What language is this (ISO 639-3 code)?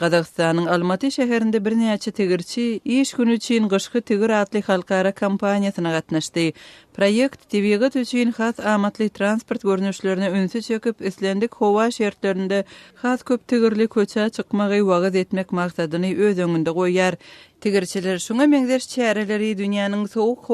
tuk